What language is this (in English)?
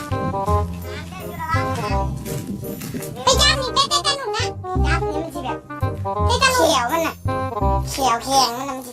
Lao